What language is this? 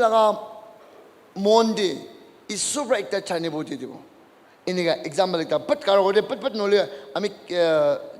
Naga Pidgin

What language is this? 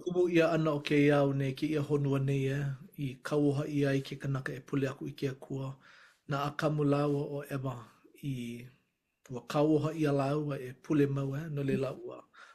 Hawaiian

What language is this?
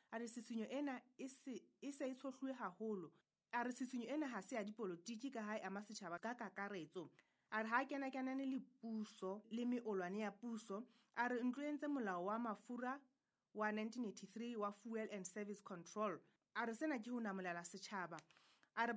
Southern Sotho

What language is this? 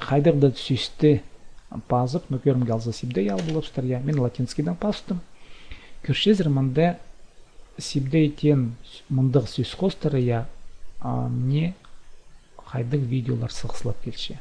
Khakas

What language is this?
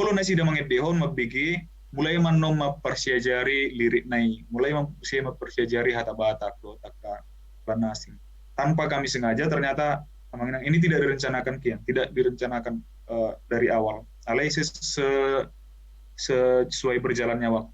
Batak Toba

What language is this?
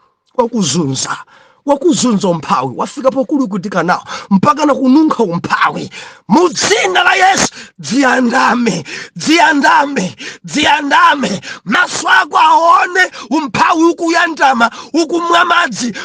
Nyanja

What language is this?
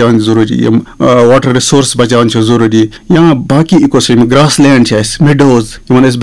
Kashmiri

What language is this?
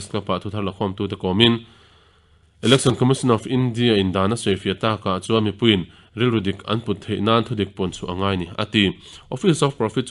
Mizo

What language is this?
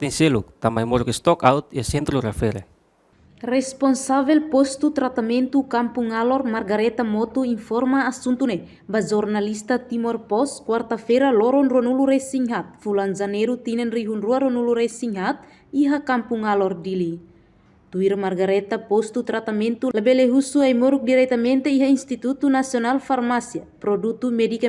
Tetum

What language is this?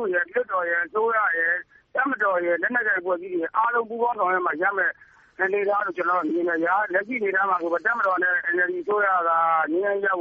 Burmese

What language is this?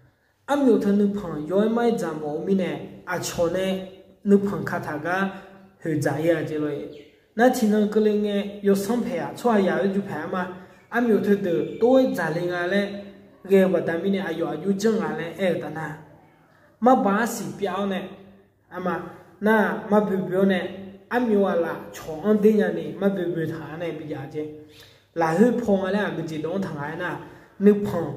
Akha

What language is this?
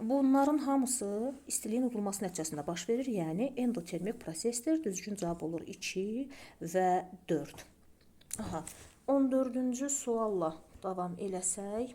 Azerbaijani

